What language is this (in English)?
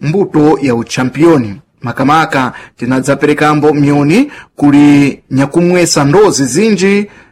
Sena